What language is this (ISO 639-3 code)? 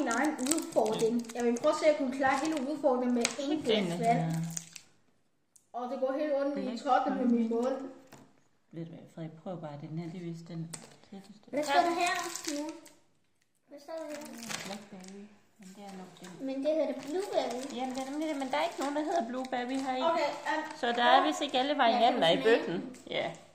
dan